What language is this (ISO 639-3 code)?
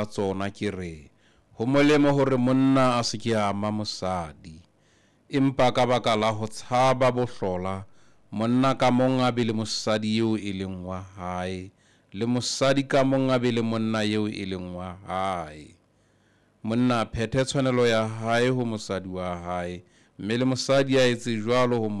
sot